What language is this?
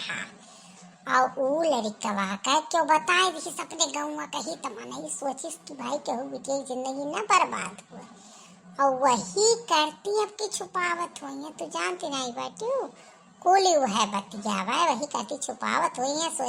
Awadhi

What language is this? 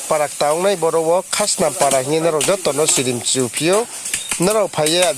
Riang (India)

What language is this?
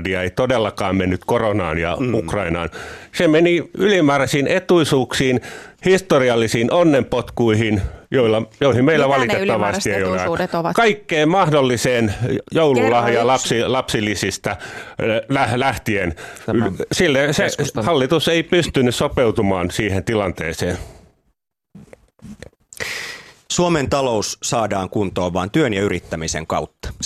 Finnish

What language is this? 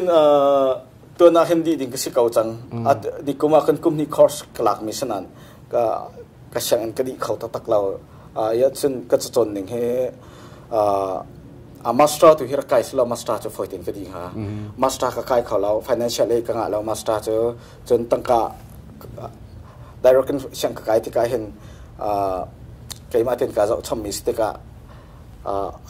Hakha Chin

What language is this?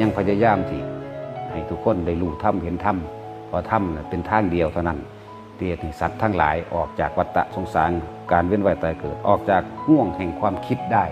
Northeastern Thai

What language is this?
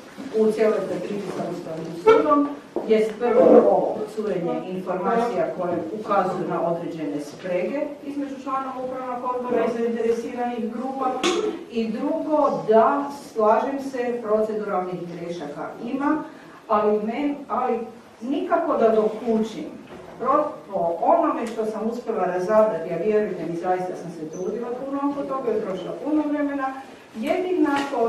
Croatian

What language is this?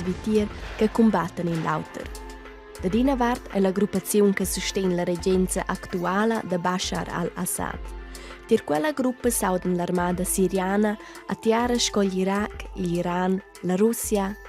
Romansh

